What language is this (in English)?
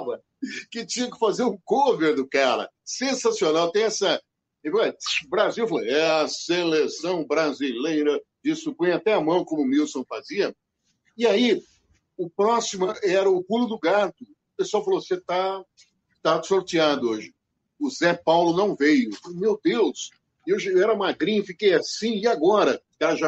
Portuguese